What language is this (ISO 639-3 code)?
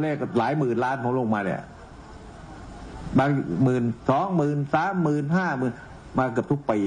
tha